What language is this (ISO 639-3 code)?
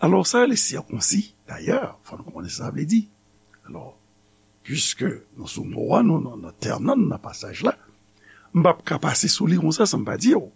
hat